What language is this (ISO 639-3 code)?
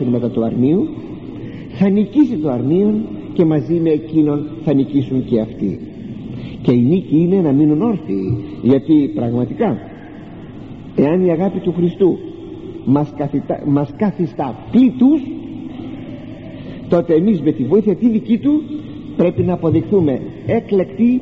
ell